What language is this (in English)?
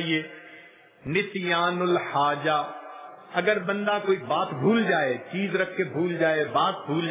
Urdu